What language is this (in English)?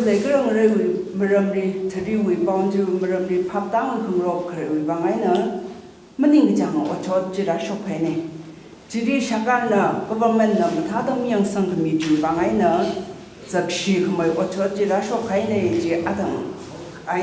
Tangkhul Naga (India)